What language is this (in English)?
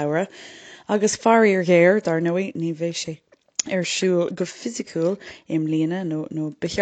Irish